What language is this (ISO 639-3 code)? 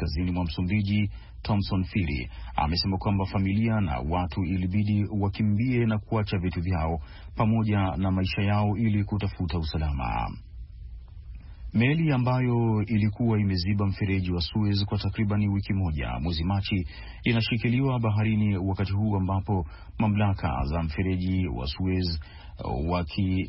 swa